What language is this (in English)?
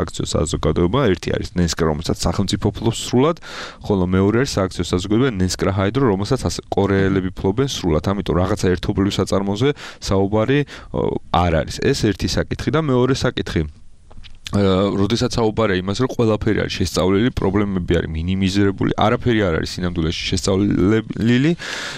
Georgian